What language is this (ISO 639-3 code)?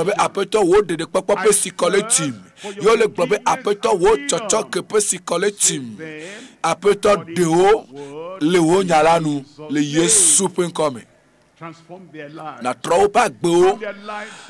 ewe